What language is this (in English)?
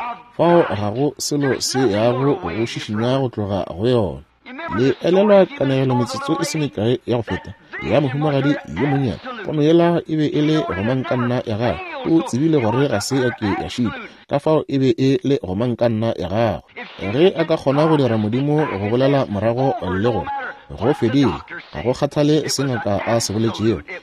Northern Sotho